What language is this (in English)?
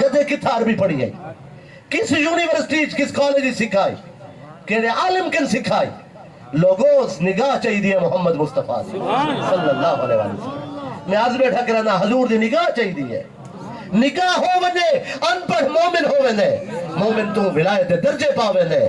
Saraiki